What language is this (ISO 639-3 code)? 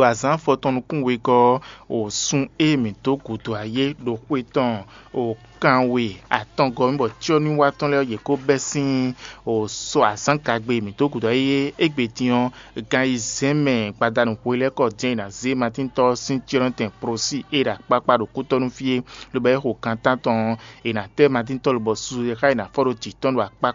fon